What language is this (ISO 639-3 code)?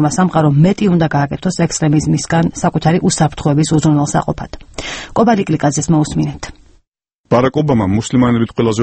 kat